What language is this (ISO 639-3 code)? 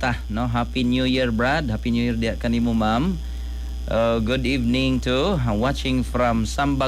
ceb